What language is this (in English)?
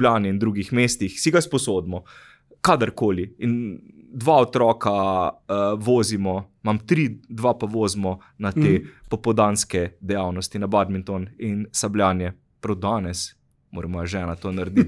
Slovenian